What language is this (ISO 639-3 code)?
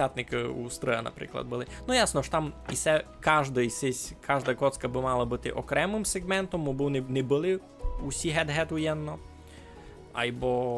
rue